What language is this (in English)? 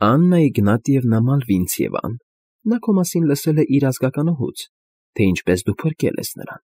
Armenian